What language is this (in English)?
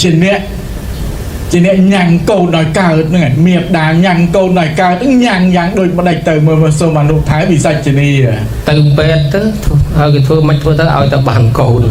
Khmer